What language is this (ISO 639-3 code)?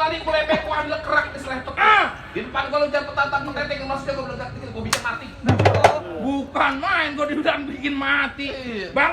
bew